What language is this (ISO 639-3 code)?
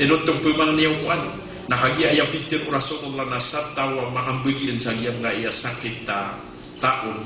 mrw